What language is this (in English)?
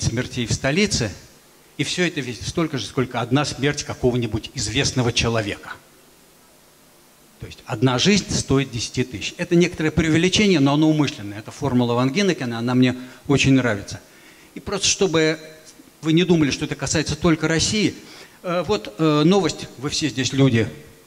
Russian